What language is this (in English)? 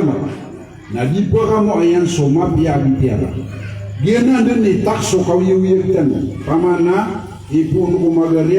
Maranao